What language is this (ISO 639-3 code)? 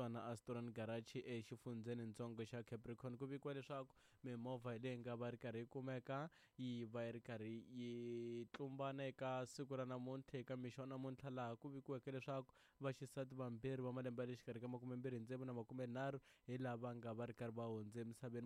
tso